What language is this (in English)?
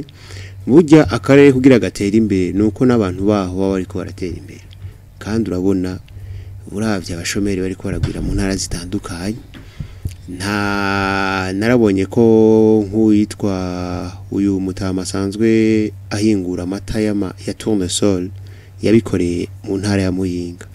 Rundi